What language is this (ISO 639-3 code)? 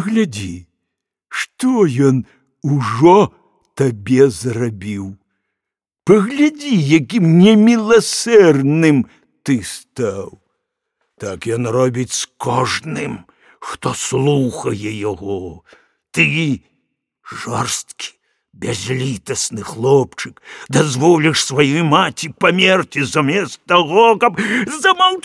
bel